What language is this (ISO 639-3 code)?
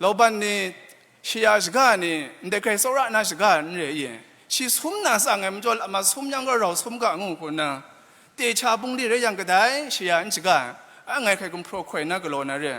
kac